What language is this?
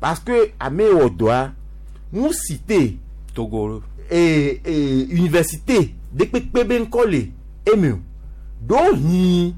Gen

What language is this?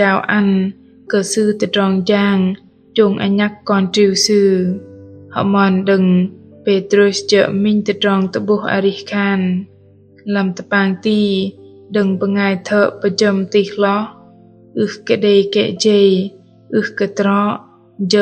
Bahnar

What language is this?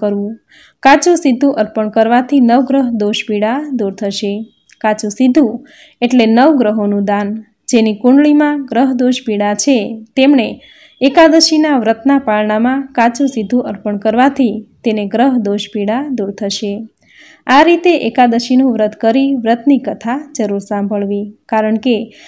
Gujarati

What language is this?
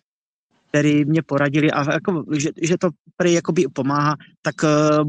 Czech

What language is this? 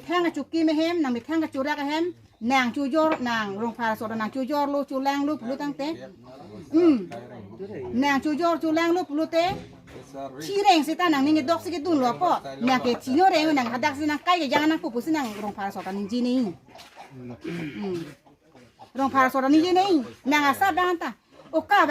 Karbi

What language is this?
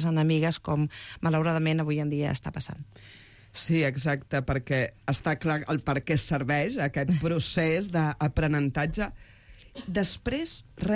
Catalan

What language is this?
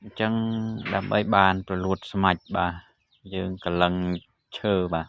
Khmer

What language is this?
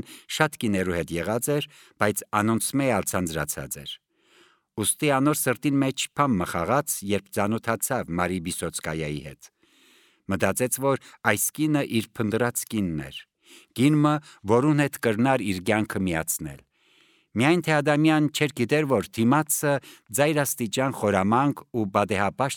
Armenian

